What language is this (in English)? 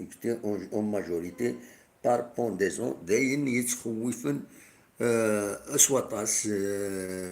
Kabyle